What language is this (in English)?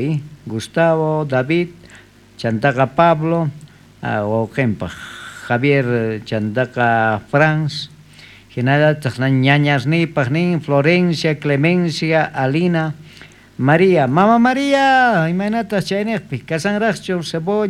South Bolivian Quechua